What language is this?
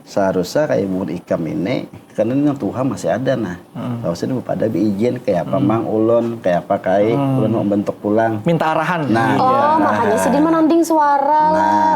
Banjar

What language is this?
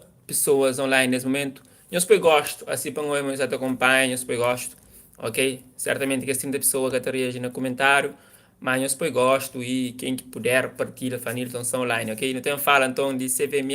Kabuverdianu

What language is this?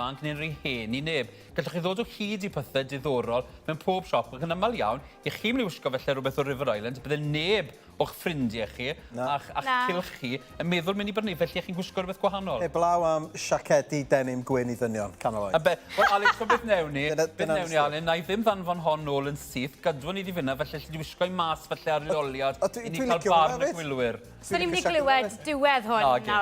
Welsh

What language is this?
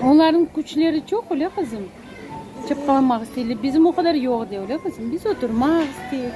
Crimean Tatar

